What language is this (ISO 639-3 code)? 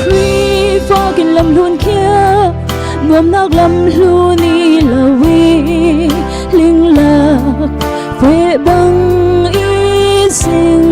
cfm